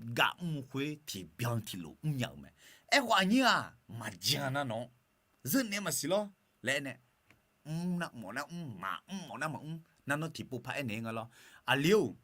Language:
Akha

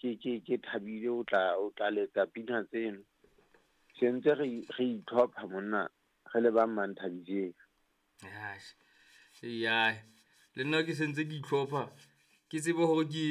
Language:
Southern Sotho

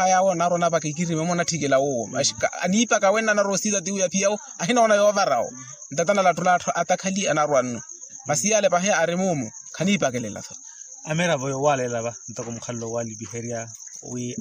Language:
Makhuwa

